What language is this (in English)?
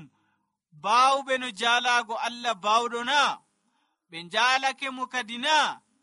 Nigerian Fulfulde